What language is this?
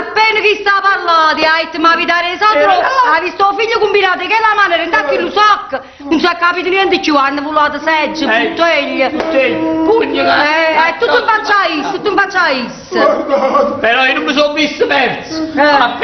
Neapolitan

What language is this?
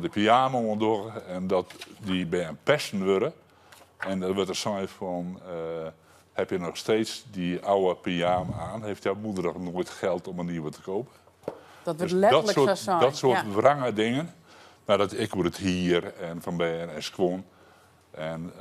Western Frisian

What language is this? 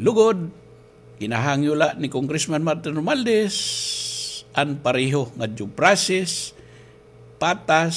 Waray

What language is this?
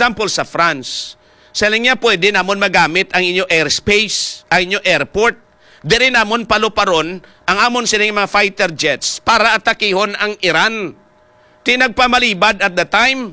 Hiligaynon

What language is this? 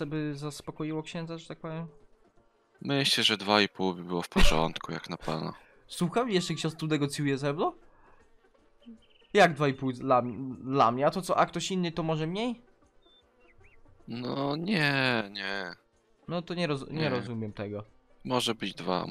Polish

